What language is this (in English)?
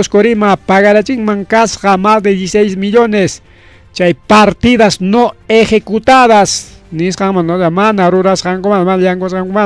Ayacucho Quechua